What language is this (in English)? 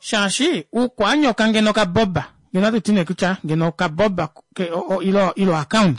Kuanyama